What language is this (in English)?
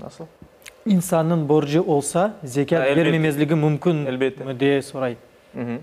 Crimean Tatar